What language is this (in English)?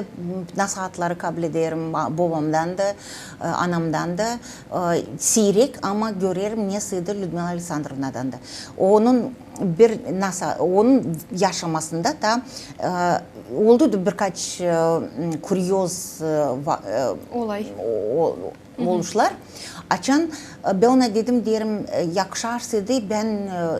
Gagauz